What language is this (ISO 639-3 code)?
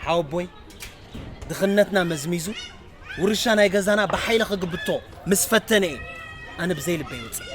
tir